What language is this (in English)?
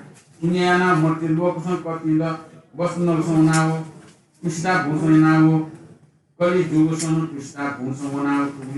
Newari